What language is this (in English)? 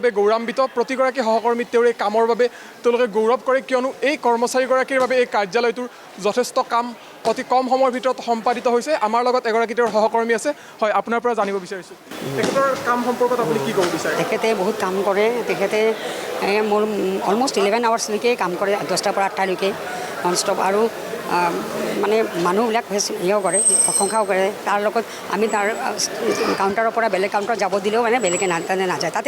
Assamese